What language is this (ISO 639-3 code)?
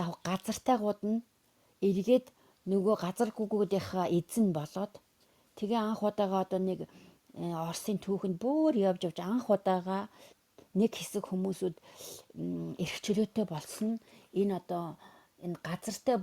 mon